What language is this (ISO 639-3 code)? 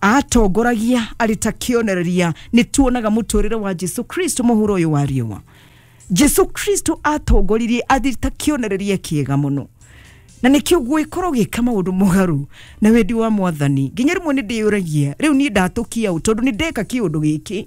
kik